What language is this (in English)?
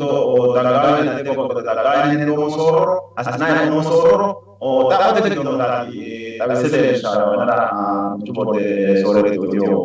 Sidamo